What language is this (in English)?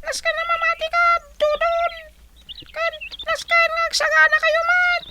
Iloko